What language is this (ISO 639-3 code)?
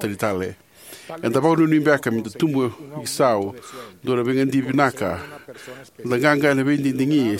fij